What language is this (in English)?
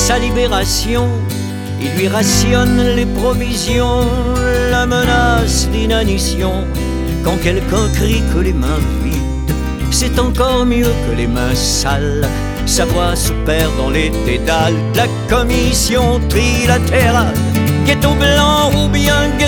French